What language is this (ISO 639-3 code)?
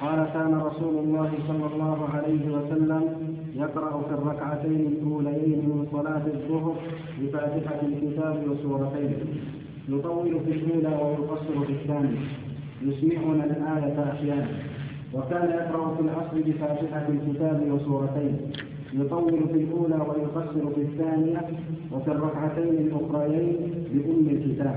ara